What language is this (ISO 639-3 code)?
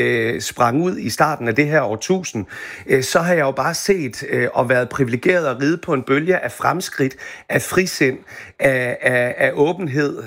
dan